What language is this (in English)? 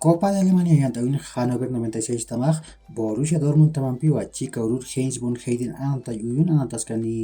Aymara